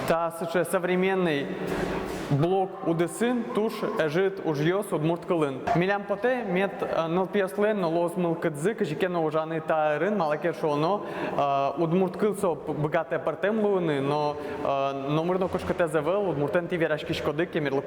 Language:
Udmurt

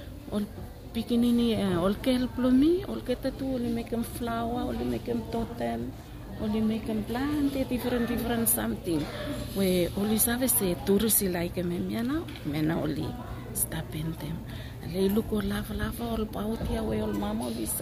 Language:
Bislama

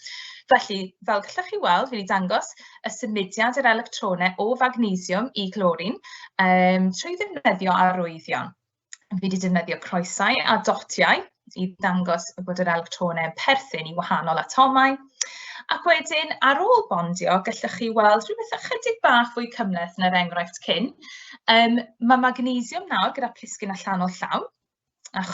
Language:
Welsh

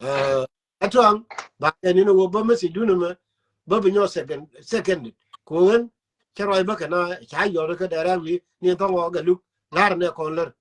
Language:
Nuer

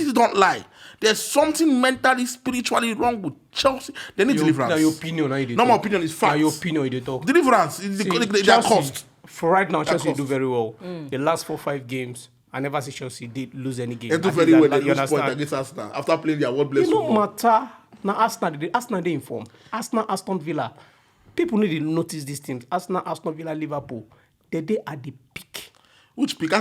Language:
Nigerian Pidgin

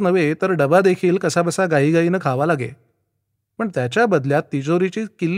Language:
Marathi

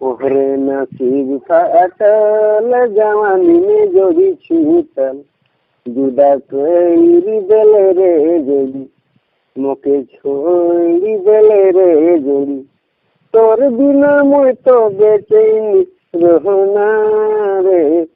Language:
Sadri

